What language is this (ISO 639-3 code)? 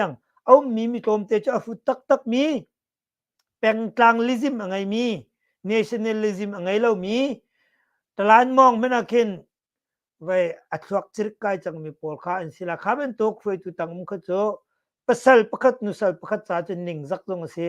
cnh